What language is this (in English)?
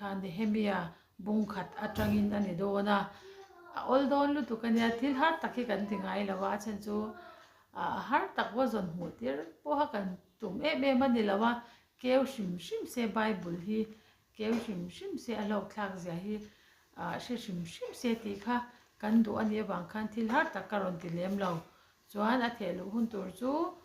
Mizo